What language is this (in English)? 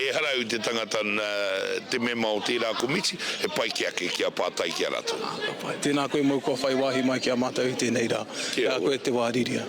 Māori